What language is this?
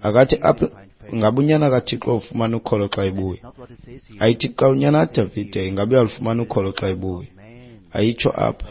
Xhosa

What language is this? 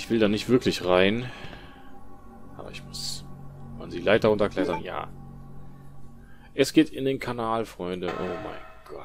German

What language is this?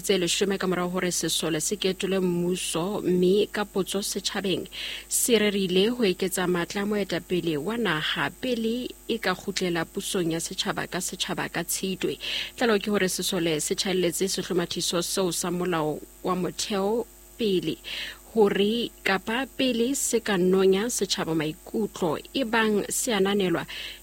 Southern Sotho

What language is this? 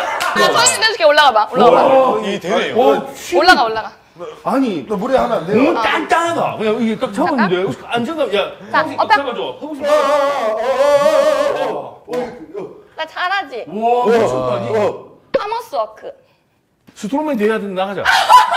Korean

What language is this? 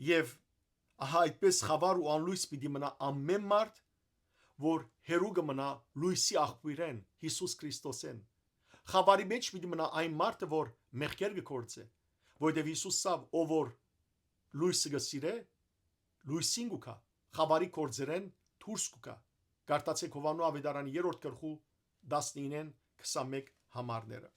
Western Armenian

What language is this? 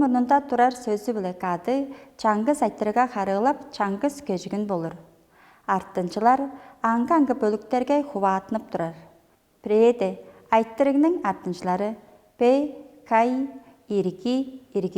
Tuvinian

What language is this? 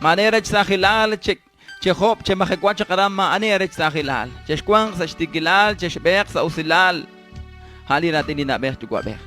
Kekchí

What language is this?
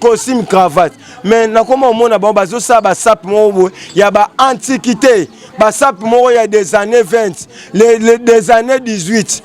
Lingala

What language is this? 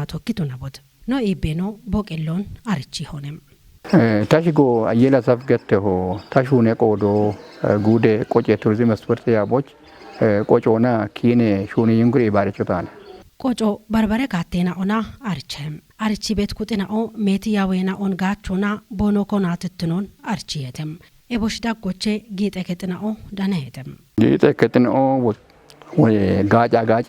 Kafa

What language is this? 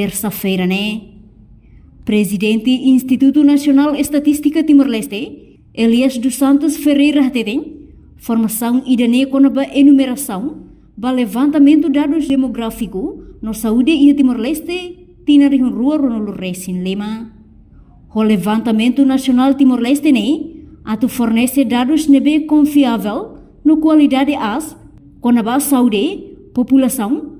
Tetum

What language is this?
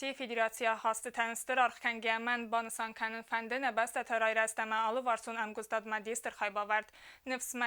Ossetic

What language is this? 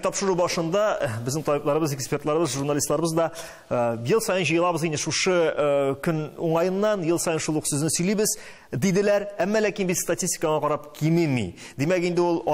Tatar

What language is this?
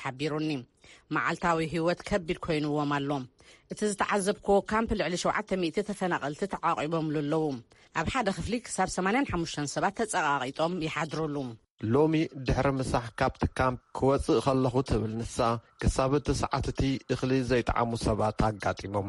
Tigrinya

